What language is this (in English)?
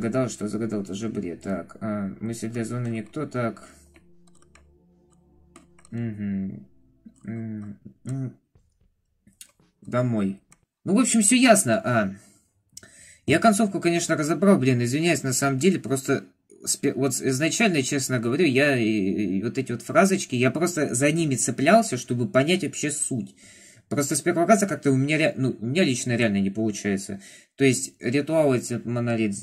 Russian